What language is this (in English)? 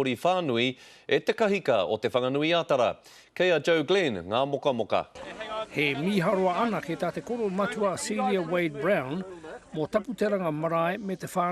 Māori